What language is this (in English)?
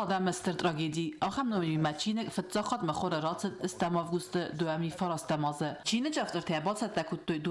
Ossetic